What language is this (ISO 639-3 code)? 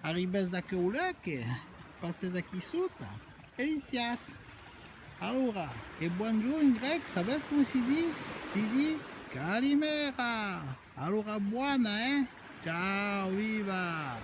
oci